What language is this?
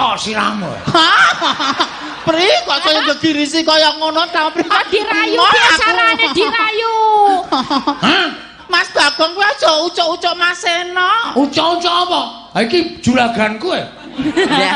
Javanese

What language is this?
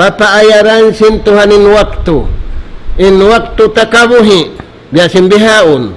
Tausug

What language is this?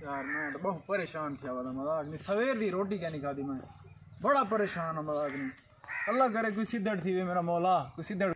Saraiki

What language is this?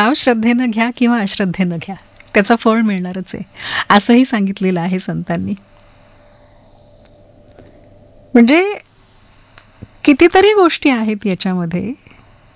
Marathi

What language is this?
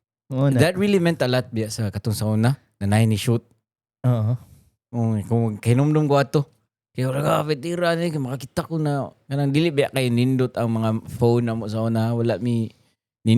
Cebuano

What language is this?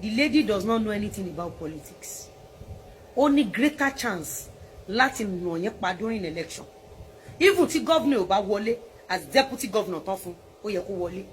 Yoruba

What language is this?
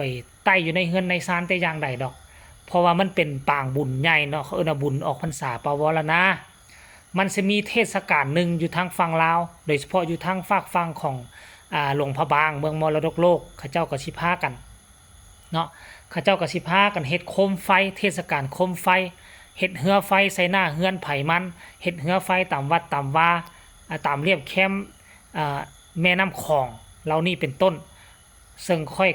Lao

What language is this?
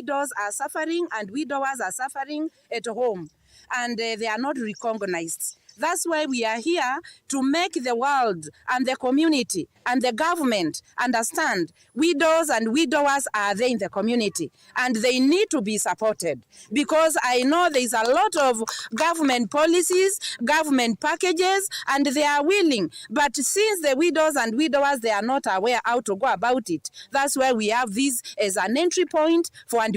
Kamba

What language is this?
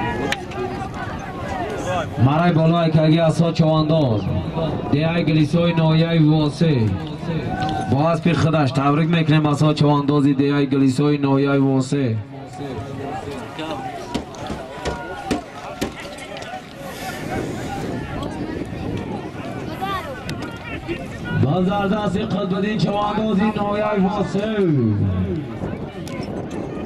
Tajik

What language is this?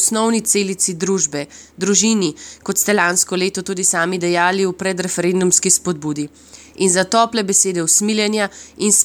Slovenian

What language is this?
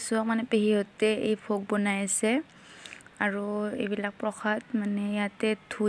Assamese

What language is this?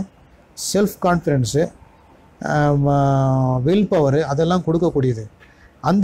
Tamil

